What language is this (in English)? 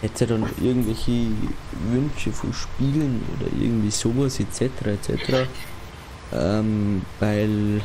Bavarian